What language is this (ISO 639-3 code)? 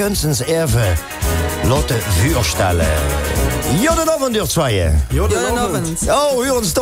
lim